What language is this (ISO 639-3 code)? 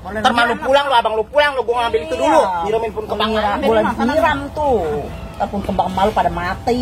bew